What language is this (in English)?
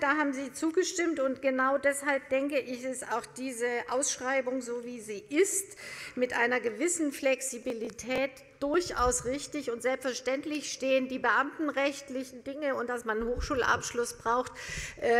German